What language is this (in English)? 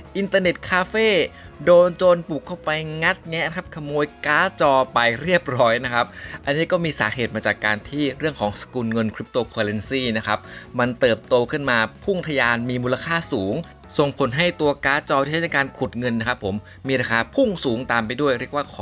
Thai